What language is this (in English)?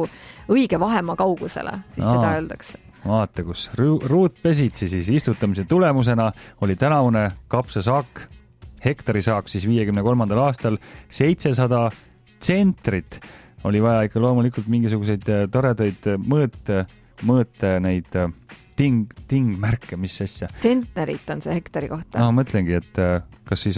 Estonian